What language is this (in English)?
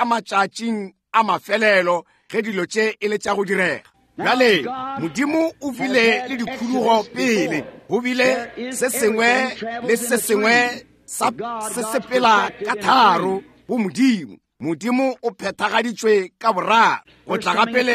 Northern Sotho